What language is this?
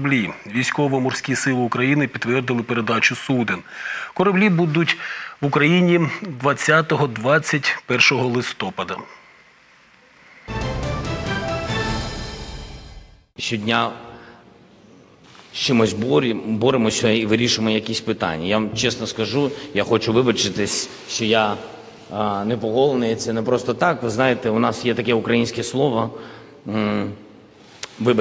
Ukrainian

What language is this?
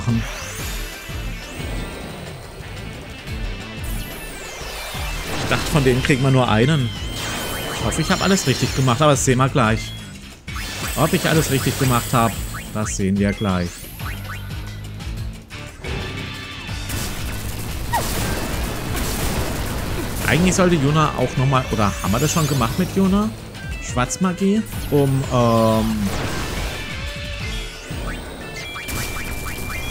German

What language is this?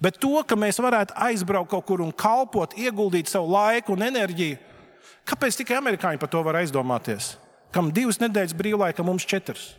Latvian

